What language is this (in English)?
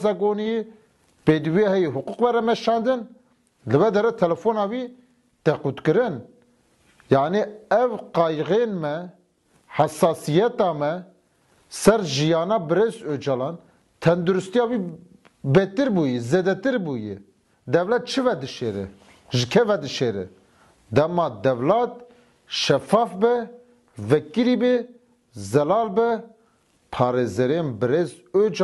Kurdish